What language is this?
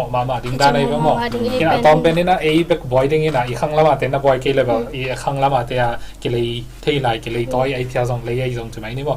Tedim Chin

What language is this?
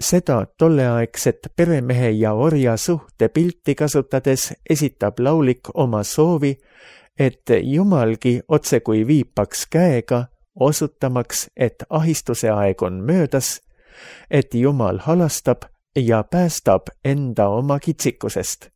Estonian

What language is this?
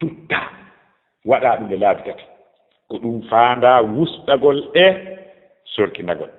Fula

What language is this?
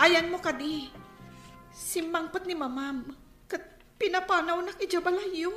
Iloko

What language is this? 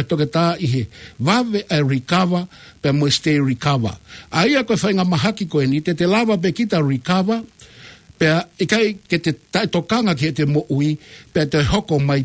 Tongan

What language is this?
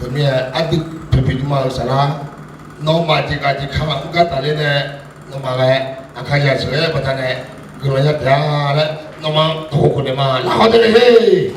Akha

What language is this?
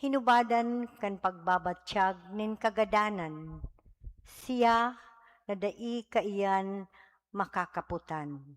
Bikol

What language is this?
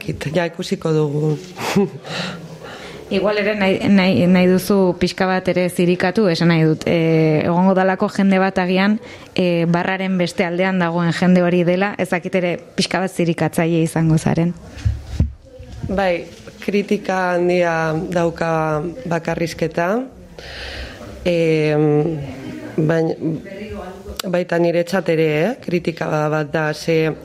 Basque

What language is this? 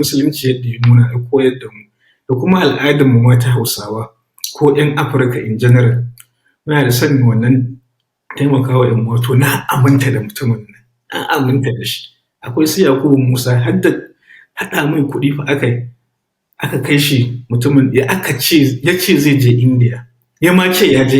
Hausa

